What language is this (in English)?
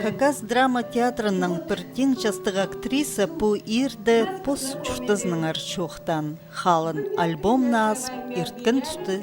Khakas